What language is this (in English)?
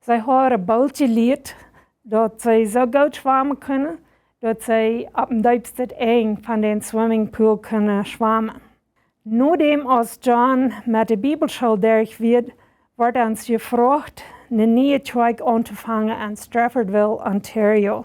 Plautdietsch